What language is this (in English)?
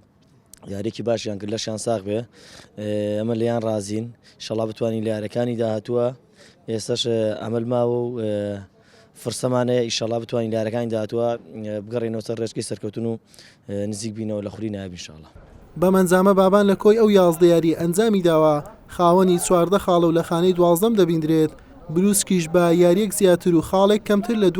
Central Kurdish